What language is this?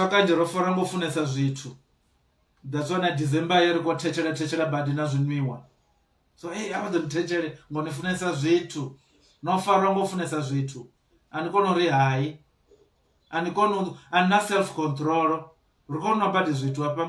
Venda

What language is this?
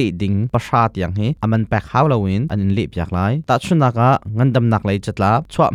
Hakha Chin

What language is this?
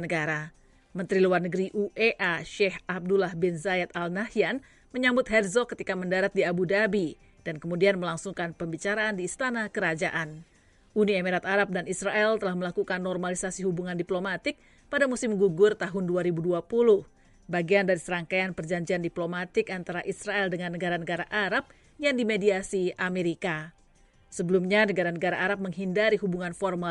Indonesian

